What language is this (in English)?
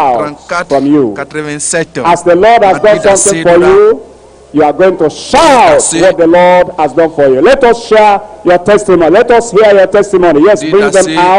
Ewe